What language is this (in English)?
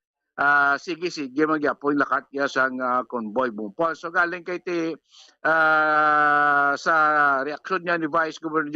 Hiligaynon